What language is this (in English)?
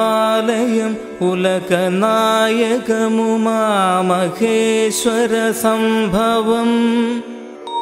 Malayalam